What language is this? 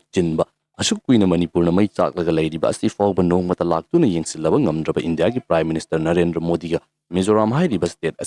Manipuri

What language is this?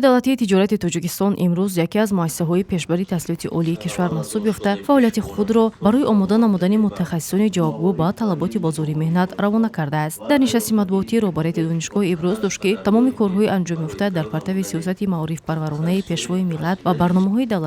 Tajik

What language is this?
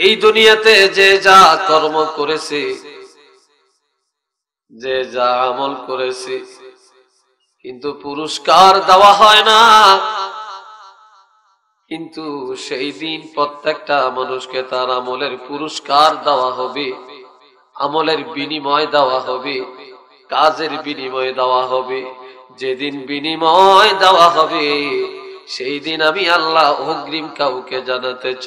Bangla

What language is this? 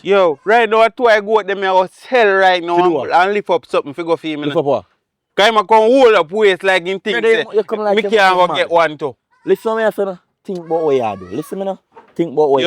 Jamaican Creole English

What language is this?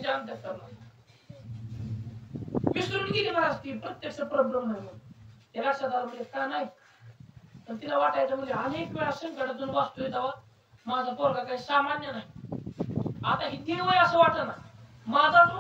Marathi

